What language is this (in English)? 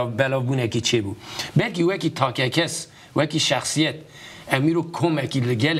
Kurdish